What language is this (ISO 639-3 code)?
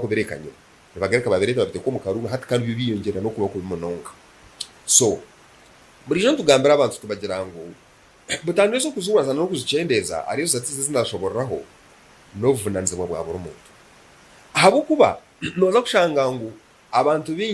nyn